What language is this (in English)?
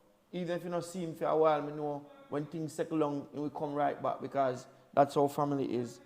Jamaican Creole English